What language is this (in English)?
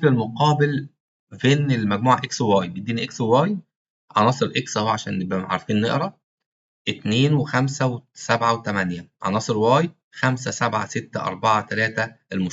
Egyptian Arabic